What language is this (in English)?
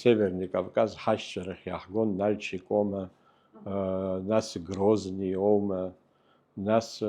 Abkhazian